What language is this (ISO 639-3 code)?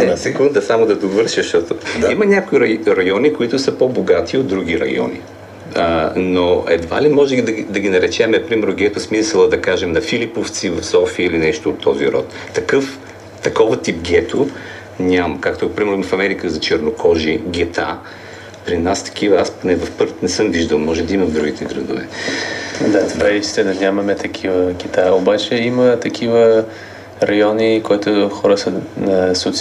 bul